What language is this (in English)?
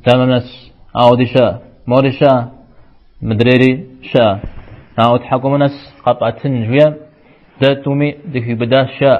Kabardian